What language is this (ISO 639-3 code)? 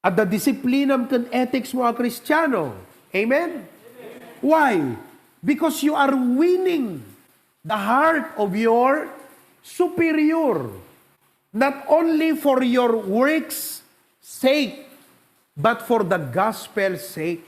ilo